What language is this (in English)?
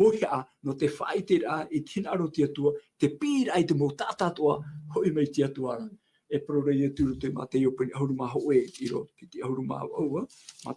Tahitian